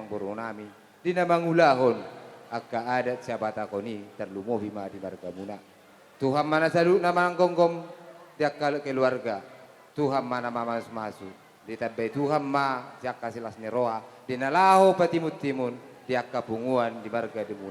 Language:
Batak Toba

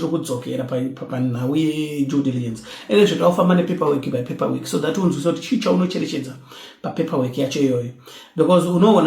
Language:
Shona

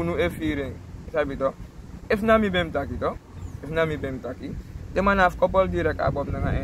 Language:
Sranan Tongo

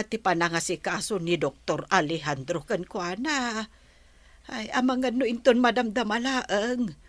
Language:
Iloko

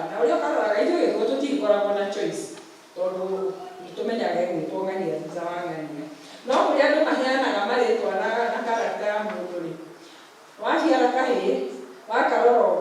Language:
Kikuyu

